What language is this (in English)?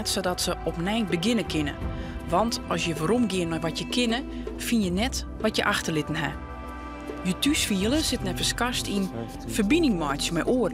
Western Frisian